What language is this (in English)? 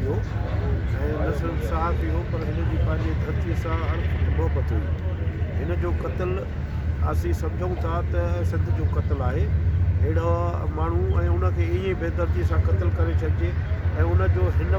Sindhi